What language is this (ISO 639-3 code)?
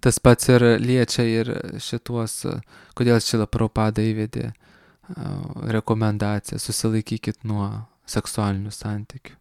lit